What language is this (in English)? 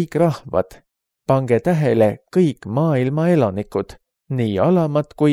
Estonian